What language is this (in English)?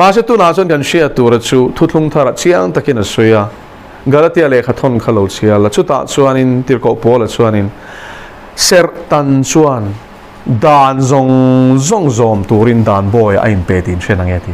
Mizo